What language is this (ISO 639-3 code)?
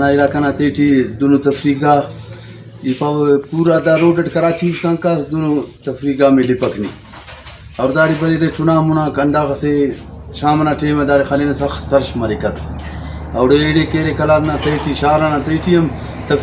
brh